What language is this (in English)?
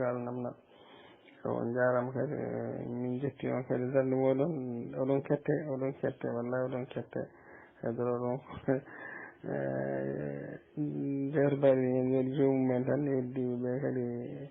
Fula